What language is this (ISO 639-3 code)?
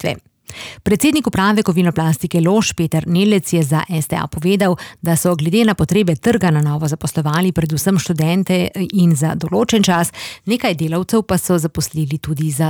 slv